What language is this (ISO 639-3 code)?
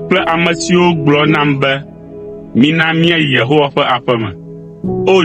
ewe